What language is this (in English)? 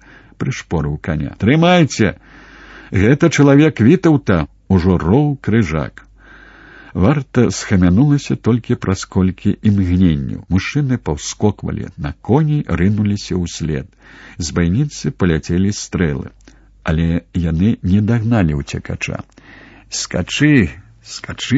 Belarusian